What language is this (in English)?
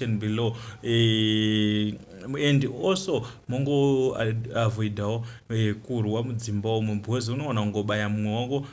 Shona